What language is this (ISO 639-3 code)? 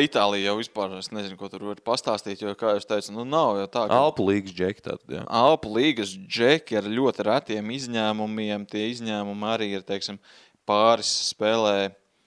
lav